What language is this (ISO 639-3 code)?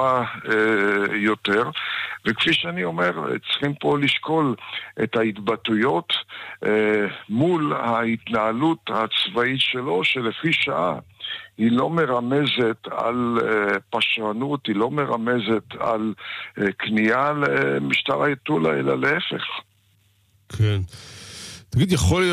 heb